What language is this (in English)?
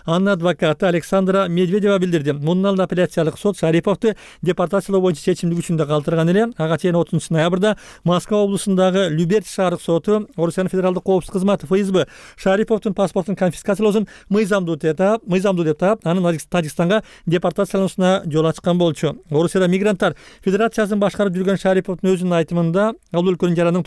Kyrgyz